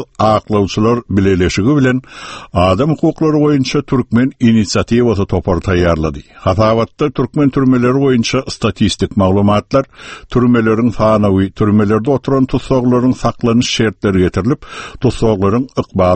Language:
Turkmen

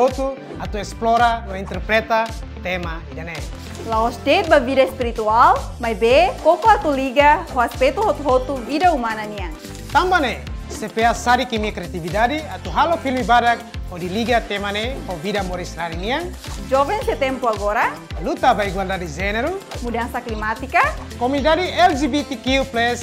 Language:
Tetum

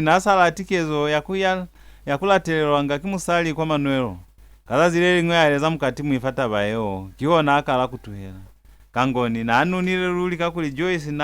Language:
Lozi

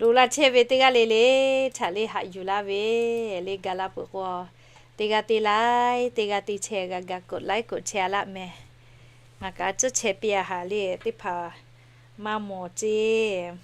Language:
Lahu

